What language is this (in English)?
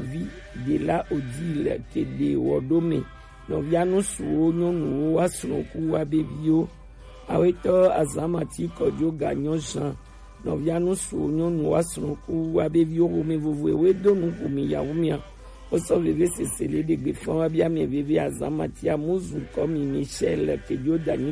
Gen